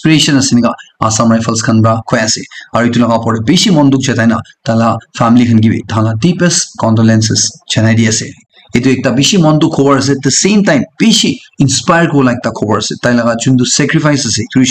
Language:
Naga Pidgin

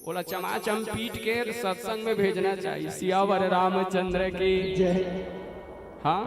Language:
Chhattisgarhi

